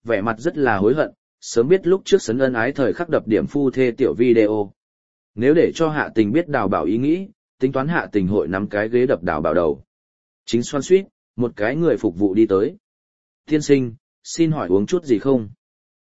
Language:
Vietnamese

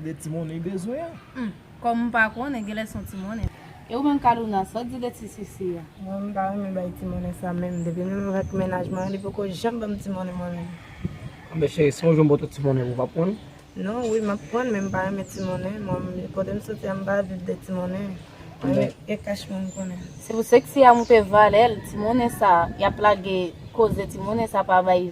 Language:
Haitian Creole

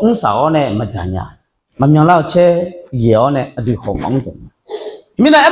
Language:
Akha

